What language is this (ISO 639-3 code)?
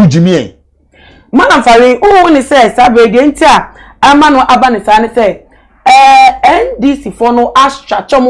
aka